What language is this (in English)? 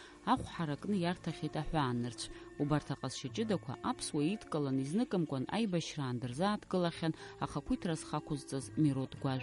Abkhazian